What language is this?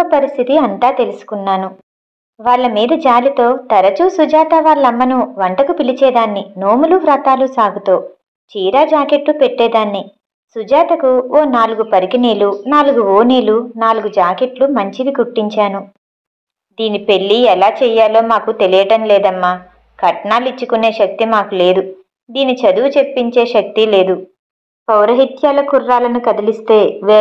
Telugu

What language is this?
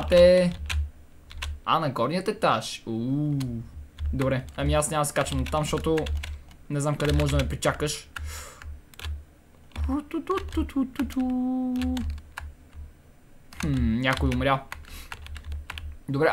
Bulgarian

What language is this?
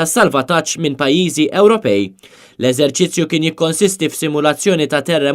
Maltese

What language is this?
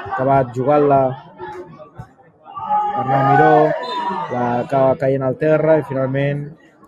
Catalan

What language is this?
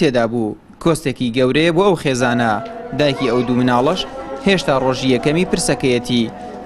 Central Kurdish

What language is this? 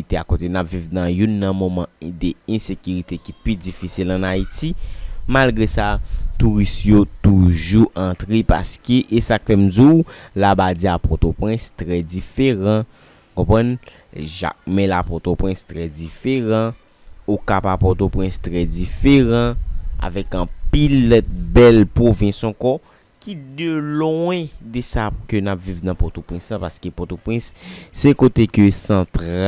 Haitian Creole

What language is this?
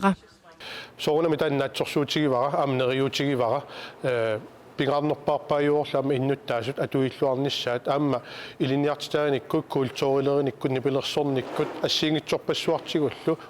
Kalaallisut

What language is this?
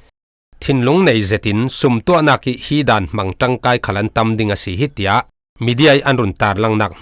Falam Chin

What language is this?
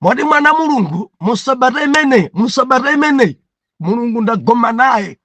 Nyanja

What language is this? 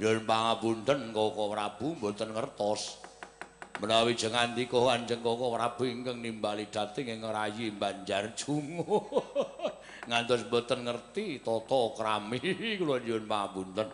Javanese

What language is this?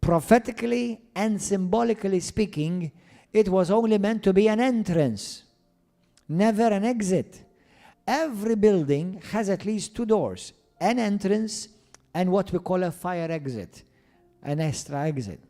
English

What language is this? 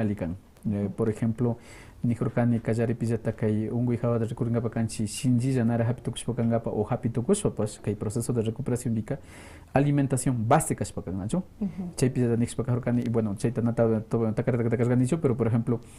Quechua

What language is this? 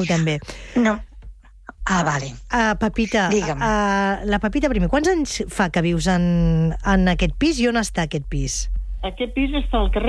Catalan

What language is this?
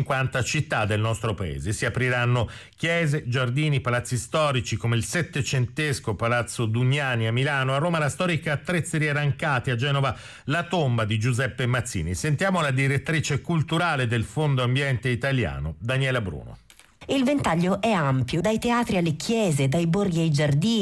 Italian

